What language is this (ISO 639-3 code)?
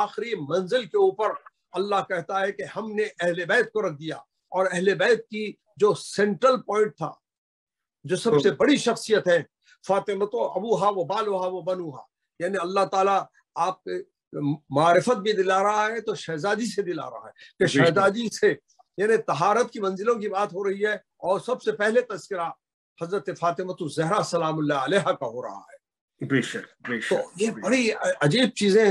urd